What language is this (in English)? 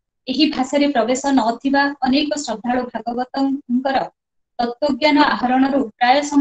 Odia